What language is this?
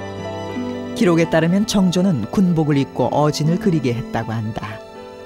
Korean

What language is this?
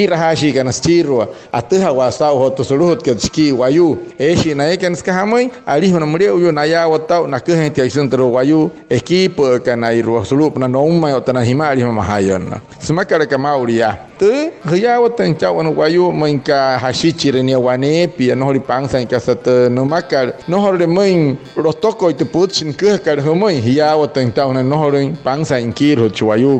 Wayuu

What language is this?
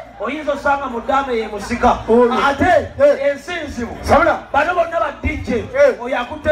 Ganda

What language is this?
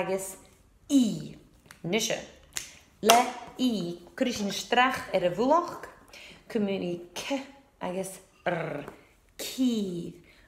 Scottish Gaelic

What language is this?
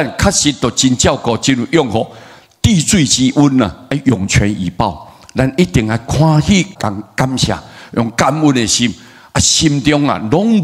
Min Nan Chinese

